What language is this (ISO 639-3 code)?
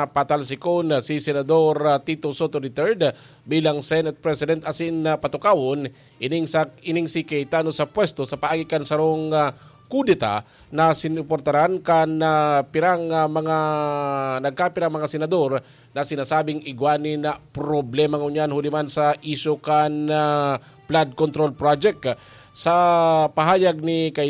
bik